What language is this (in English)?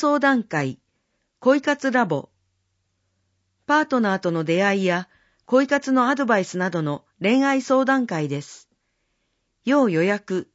Japanese